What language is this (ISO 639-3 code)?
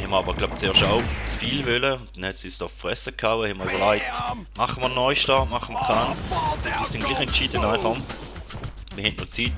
gsw